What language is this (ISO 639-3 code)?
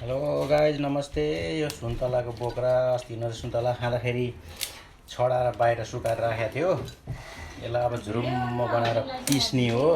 nep